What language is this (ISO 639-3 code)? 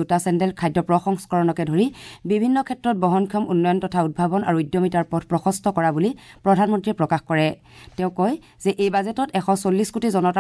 asm